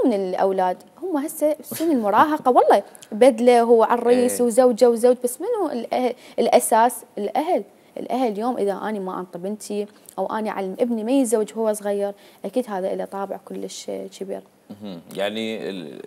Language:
Mesopotamian Arabic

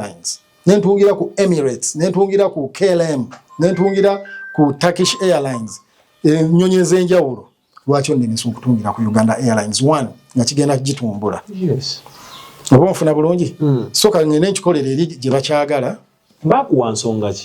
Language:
Ganda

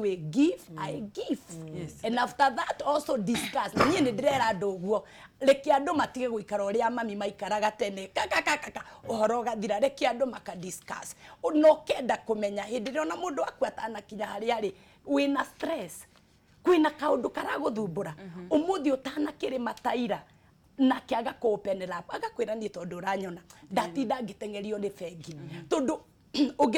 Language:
Kikuyu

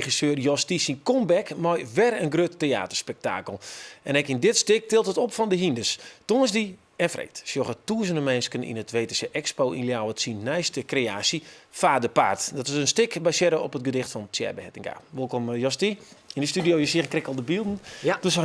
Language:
Western Frisian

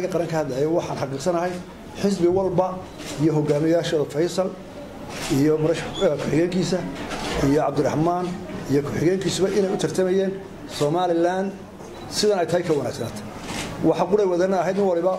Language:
Somali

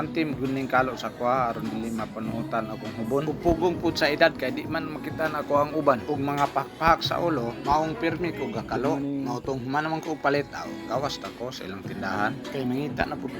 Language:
Cebuano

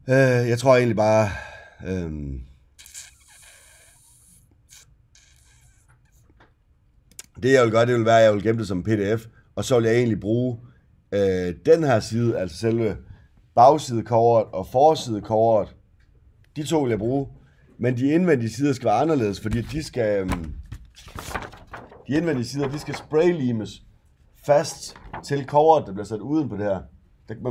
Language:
Danish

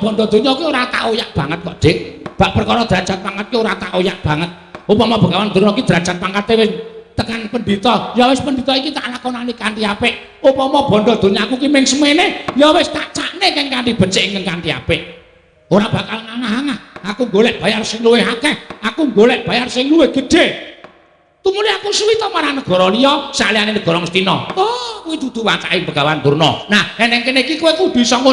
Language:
Javanese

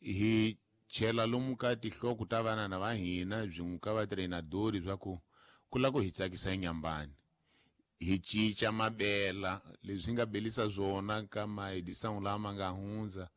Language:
Tsonga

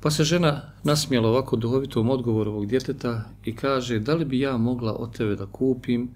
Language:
Bosnian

